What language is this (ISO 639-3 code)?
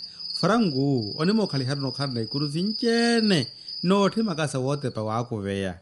vmw